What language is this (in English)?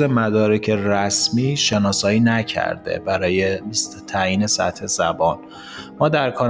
Persian